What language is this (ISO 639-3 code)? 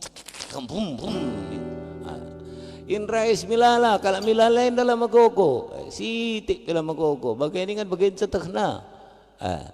btx